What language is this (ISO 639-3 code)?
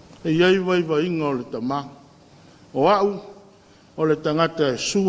smo